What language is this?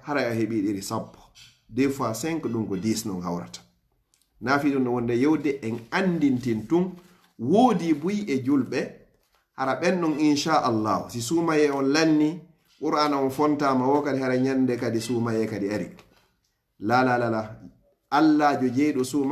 Pular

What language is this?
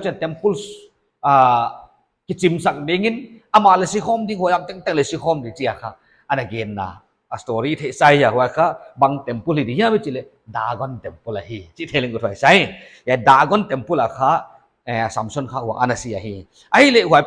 Paite Chin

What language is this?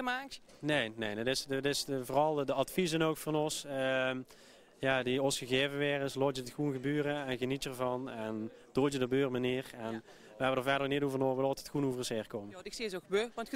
Limburgish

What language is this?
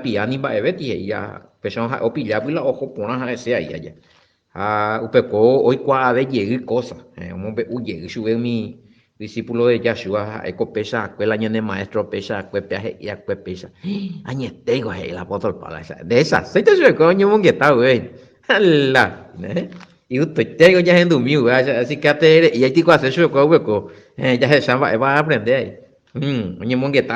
Guarani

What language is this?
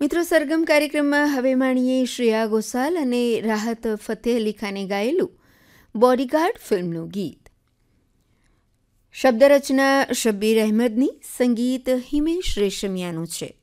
Gujarati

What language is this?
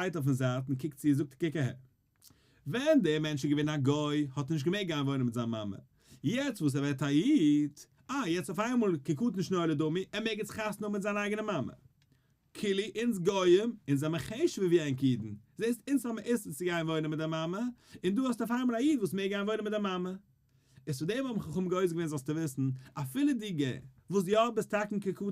Yiddish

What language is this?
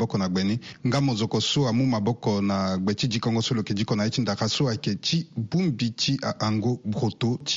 Sango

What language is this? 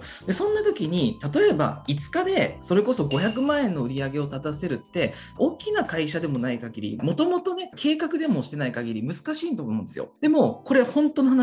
Japanese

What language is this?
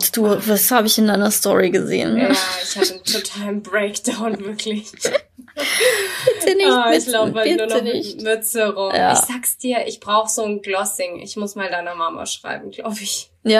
German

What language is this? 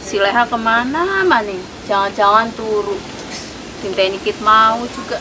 Betawi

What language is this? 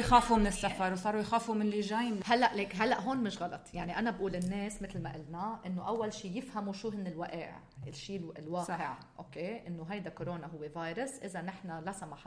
North Levantine Arabic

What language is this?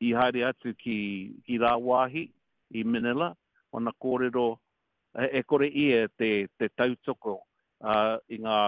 Māori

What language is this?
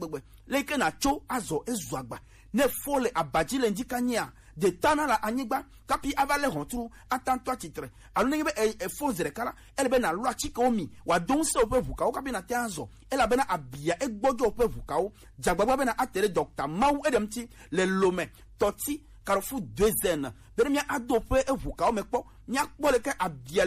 Gen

